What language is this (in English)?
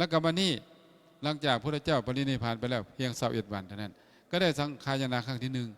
Lao